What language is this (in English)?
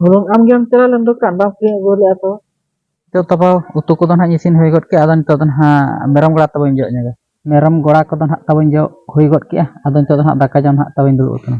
Santali